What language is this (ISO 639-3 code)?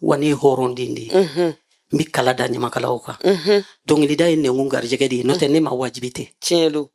bam